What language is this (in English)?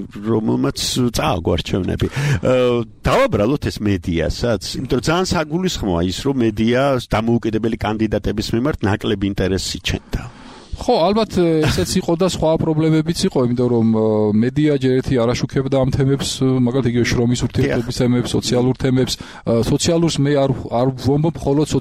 Georgian